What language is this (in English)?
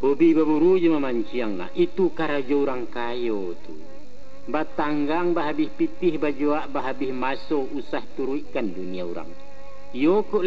Minangkabau